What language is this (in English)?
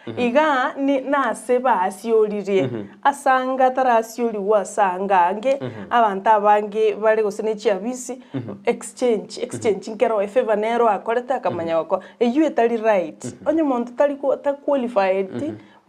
Gusii